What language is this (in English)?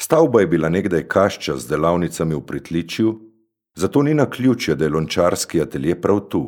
Slovenian